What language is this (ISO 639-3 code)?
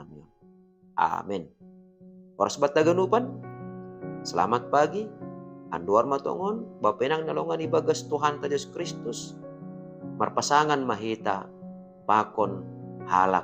bts